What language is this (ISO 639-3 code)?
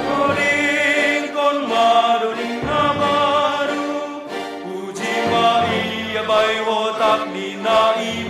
bts